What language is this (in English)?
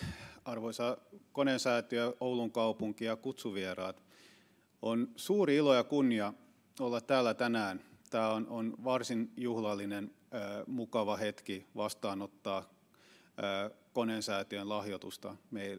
Finnish